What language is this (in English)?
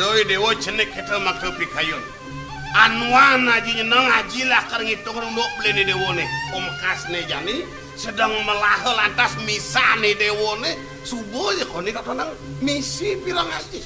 Balinese